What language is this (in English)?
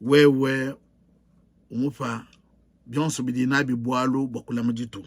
Luba-Lulua